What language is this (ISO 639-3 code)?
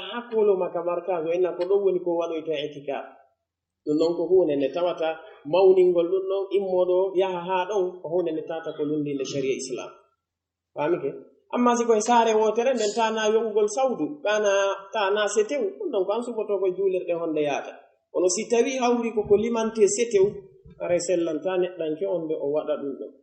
fuf